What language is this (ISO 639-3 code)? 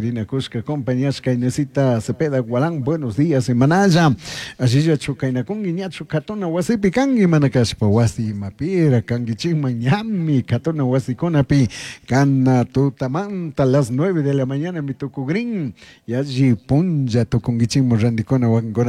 qug